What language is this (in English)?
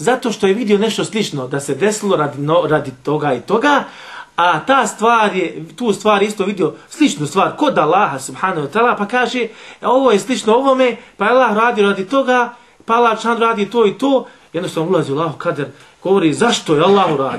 Bosnian